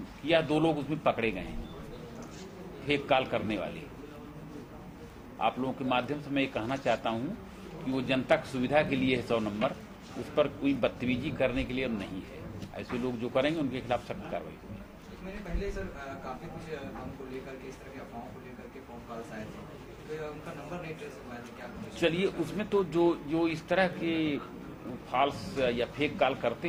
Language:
Hindi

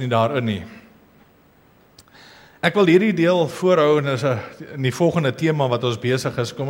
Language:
Afrikaans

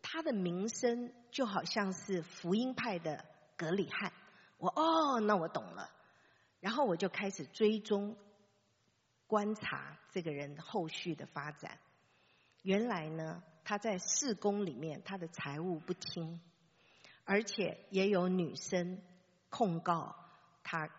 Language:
Chinese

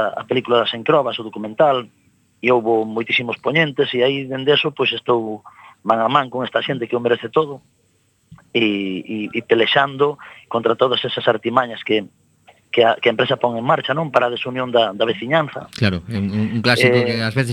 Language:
Galician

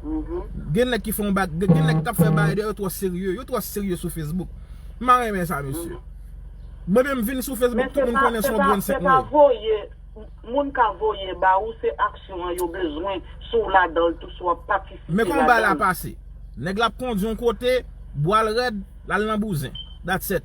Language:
Haitian Creole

